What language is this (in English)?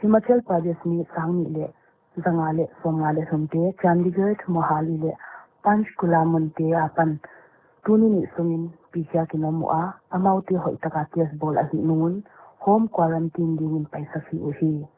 Paite Chin